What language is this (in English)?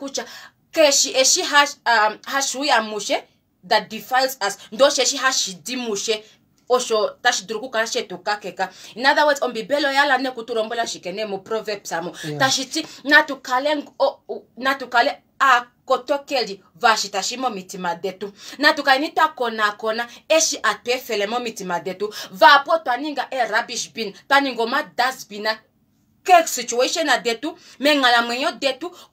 Kuanyama